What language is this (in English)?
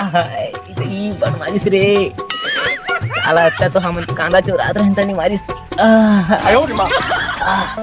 Chhattisgarhi